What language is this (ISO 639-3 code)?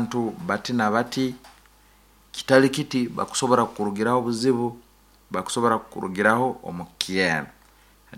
nyn